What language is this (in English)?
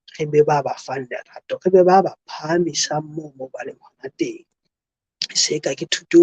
Southern Sotho